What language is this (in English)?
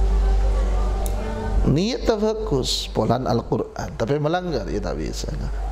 Madurese